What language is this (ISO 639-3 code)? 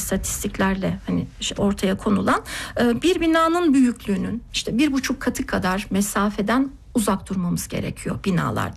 tur